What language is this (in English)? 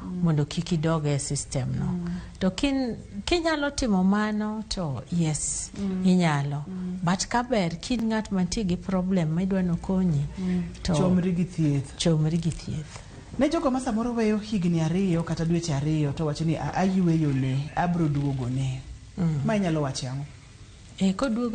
Luo (Kenya and Tanzania)